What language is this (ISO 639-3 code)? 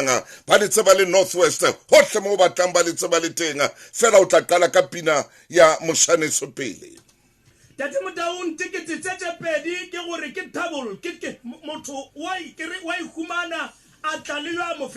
sot